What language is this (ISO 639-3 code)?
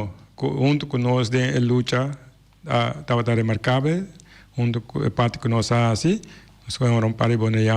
pap